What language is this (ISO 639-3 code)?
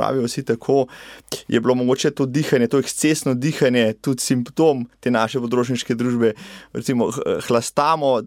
slv